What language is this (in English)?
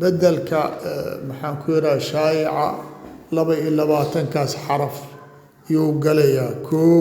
Somali